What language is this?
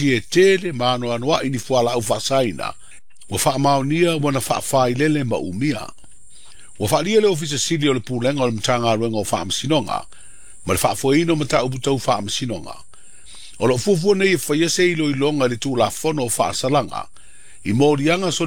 Samoan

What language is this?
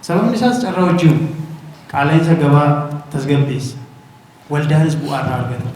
Oromo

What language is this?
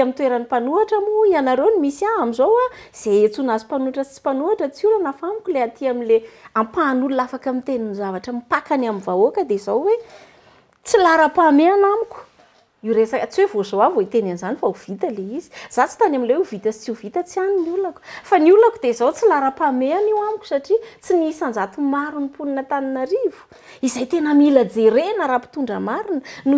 Malagasy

